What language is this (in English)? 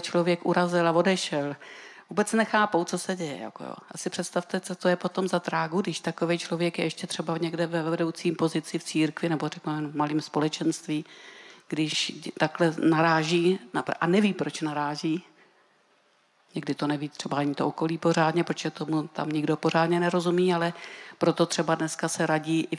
Czech